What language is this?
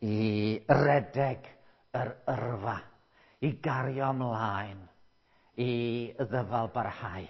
Welsh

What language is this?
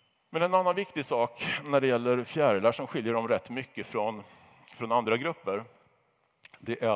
Swedish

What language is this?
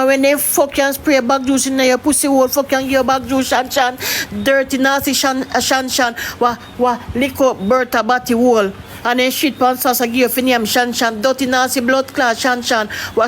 Jamaican Creole English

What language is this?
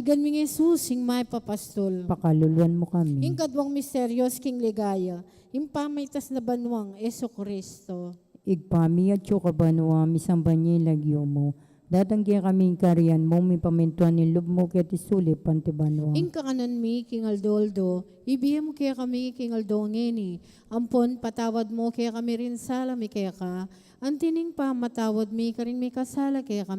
Pampanga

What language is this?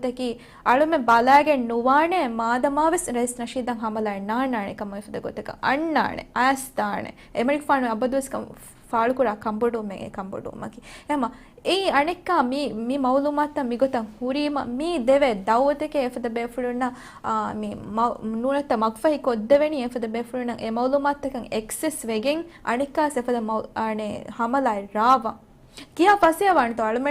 Divehi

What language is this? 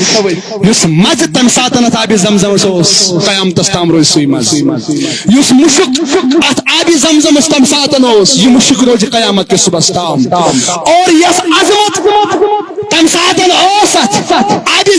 Kashmiri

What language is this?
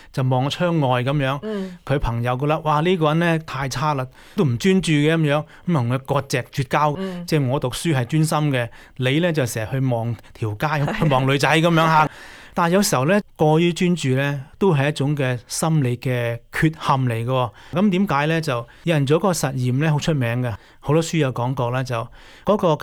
Cantonese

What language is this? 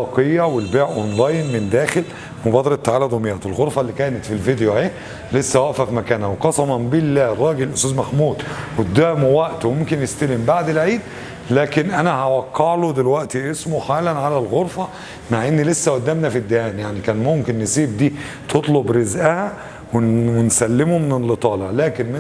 Egyptian Arabic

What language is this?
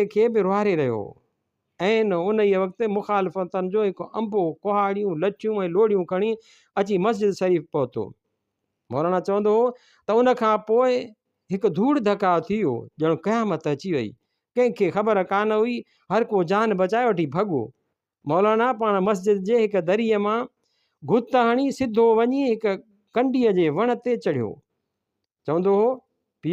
Sindhi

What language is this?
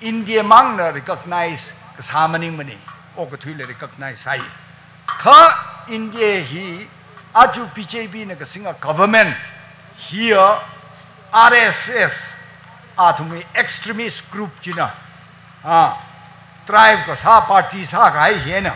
Tangkhul Naga (India)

